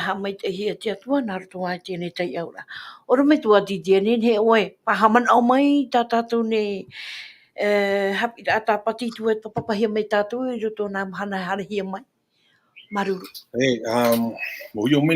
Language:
Tahitian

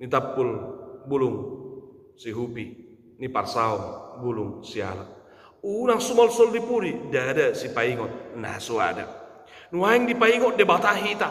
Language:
Batak Toba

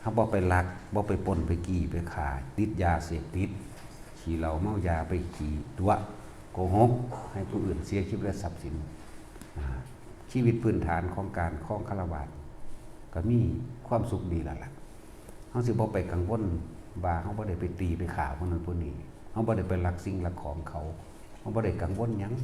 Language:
Northeastern Thai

